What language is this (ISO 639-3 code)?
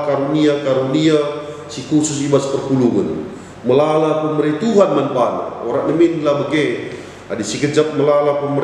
btx